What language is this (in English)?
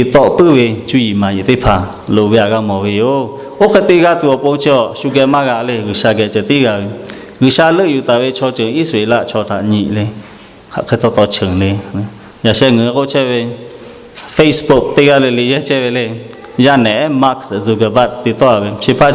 Lahu